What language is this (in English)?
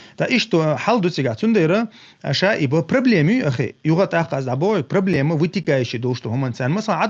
Chechen